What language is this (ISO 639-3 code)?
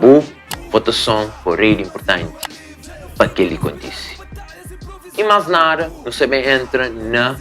kea